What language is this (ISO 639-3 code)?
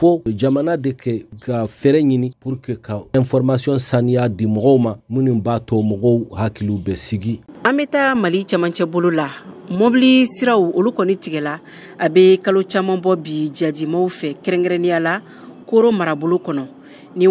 bam